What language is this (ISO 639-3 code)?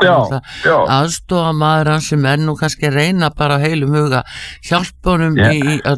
isl